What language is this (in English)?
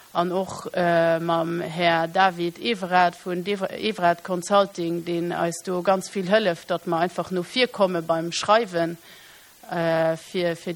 Luxembourgish